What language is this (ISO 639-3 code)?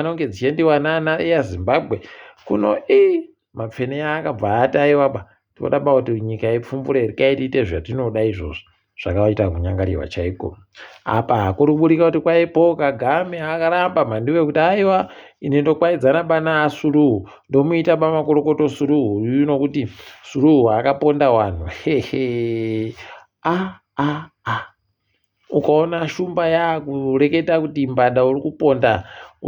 ndc